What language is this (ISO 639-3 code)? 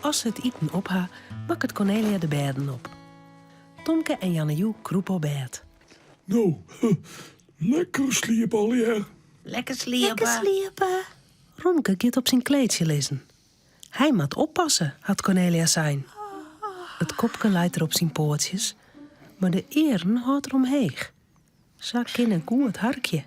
fry